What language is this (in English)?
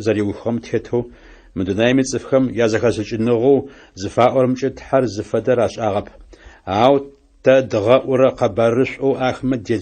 Adyghe